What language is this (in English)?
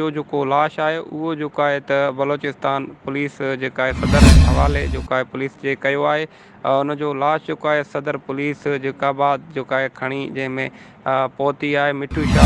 Sindhi